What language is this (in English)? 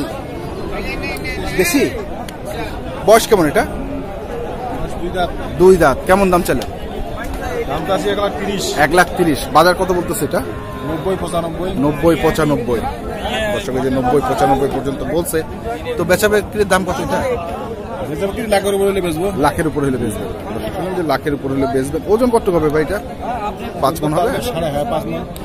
Bangla